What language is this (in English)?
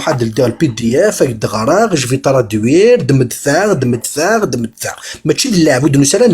Kabyle